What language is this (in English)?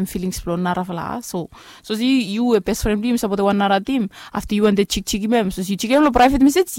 Bislama